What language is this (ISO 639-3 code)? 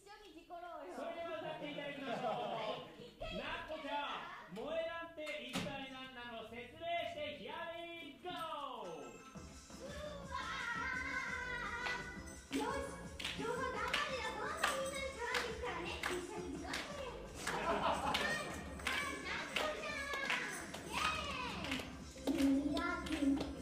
jpn